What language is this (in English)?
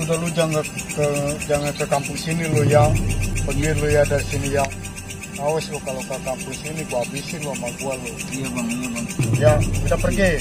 Betawi